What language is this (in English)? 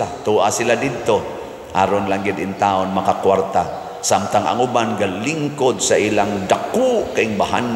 Cebuano